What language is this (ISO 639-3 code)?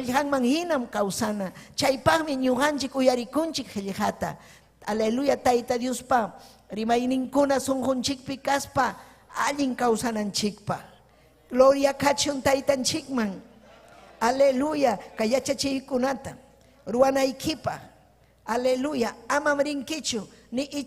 quy